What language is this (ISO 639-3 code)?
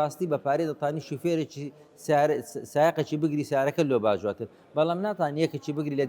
ckb